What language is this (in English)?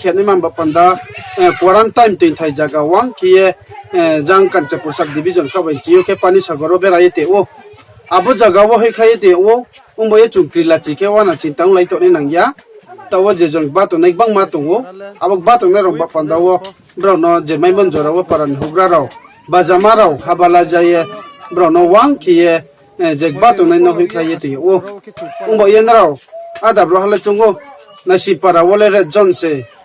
Riang (India)